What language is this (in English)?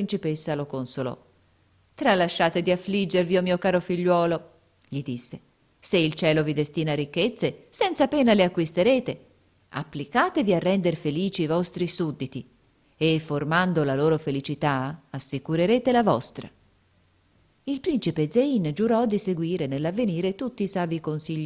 Italian